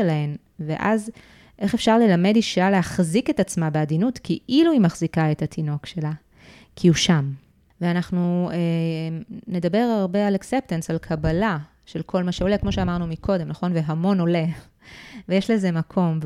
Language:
Hebrew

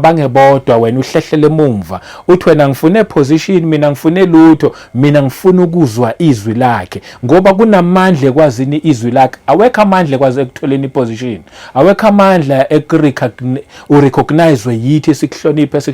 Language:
Zulu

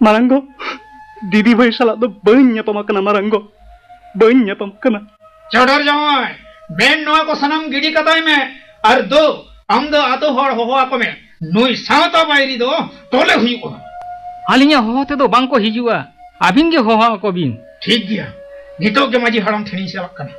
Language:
Santali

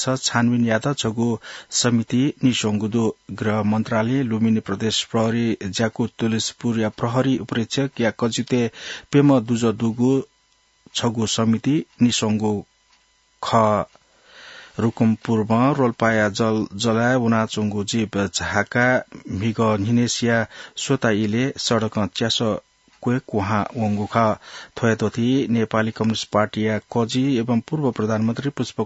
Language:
Newari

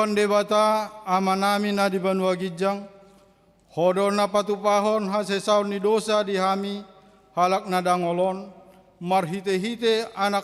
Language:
Batak Toba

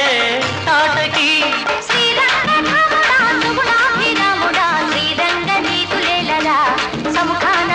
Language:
Telugu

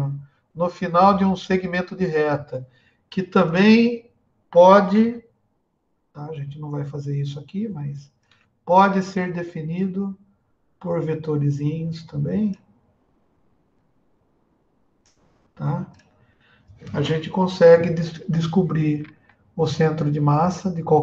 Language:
Portuguese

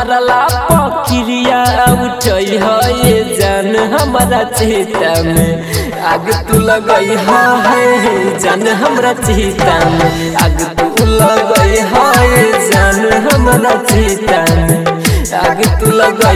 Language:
Bhojpuri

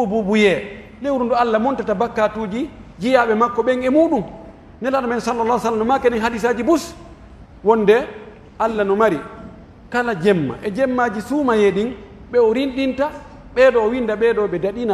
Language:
Pular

